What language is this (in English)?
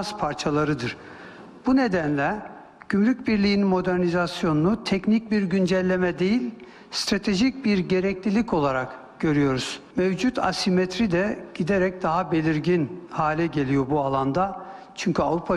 Turkish